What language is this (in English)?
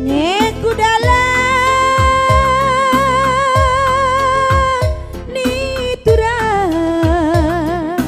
Batak Karo